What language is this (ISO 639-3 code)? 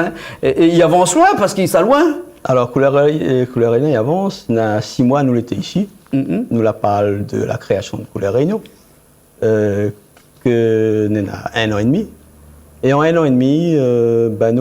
rcf